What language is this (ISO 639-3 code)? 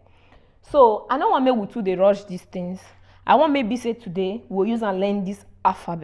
pcm